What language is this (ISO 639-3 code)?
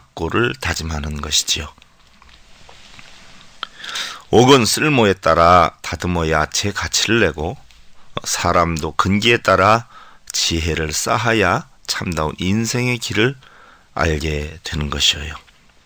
kor